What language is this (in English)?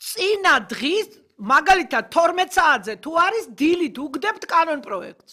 Georgian